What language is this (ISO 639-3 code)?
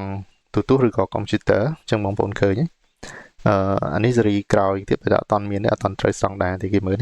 khm